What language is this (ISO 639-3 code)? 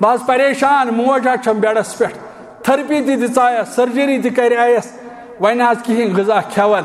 kas